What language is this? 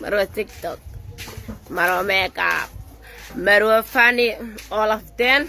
Somali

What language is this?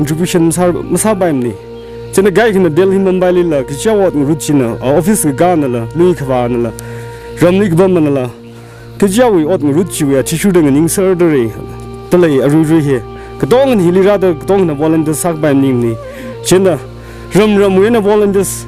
Tangkhul Naga (India)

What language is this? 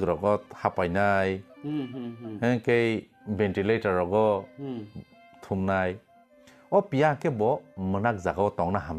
Kok Borok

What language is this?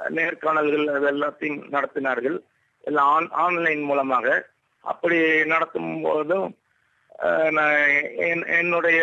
Tamil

